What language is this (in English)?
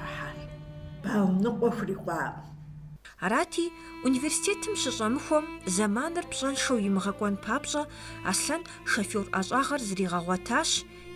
Kabardian